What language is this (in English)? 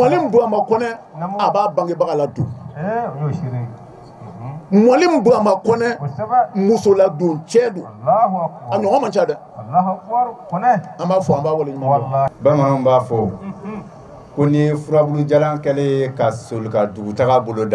Bambara